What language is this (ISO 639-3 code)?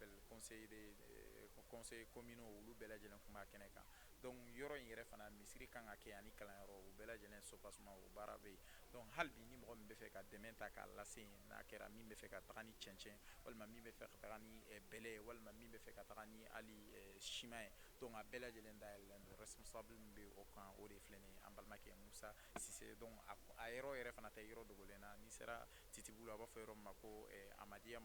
bam